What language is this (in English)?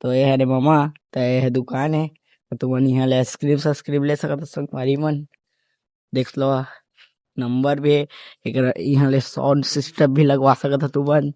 Chhattisgarhi